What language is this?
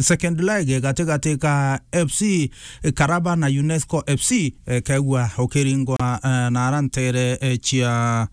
Meru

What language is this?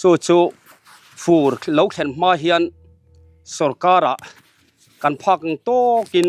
Mizo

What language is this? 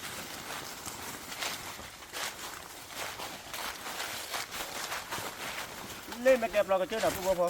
S'gaw Karen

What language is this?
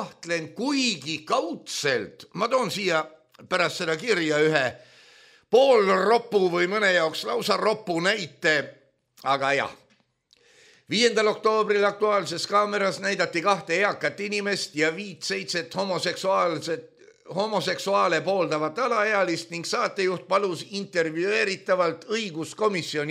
Estonian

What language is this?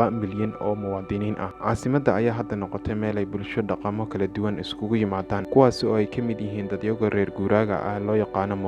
Somali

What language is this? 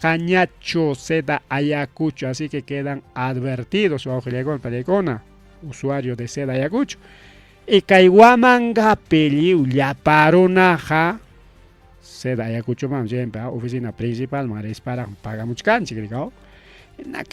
Ayacucho Quechua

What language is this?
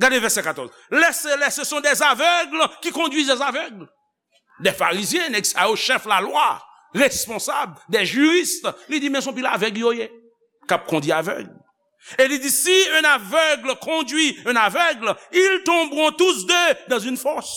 Haitian Creole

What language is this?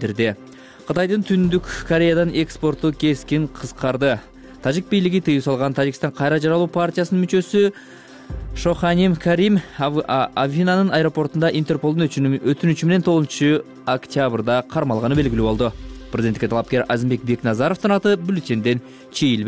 Kyrgyz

